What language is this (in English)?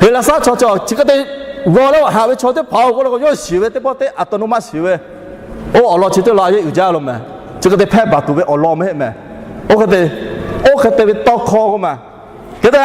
Lahu